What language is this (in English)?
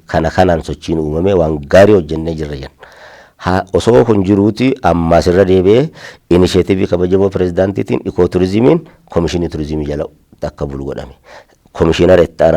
Oromo